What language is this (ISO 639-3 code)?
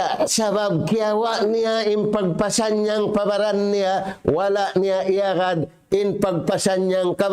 tsg